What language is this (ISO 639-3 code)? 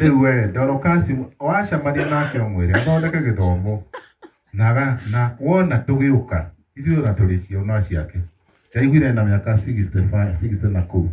kik